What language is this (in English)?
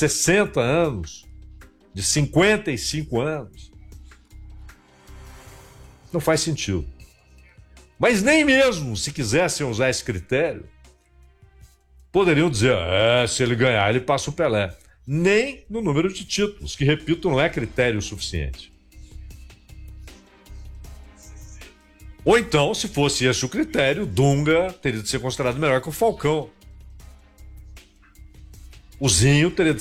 Portuguese